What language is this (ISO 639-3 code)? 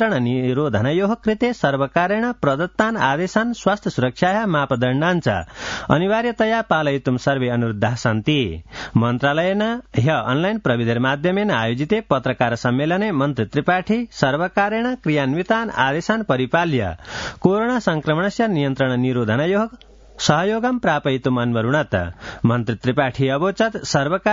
san